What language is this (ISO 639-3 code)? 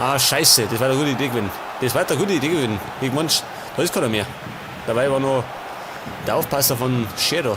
bar